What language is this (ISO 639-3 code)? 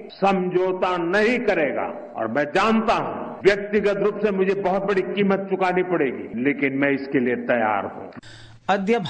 san